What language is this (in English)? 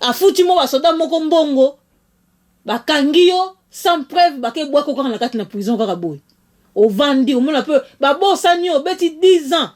Lingala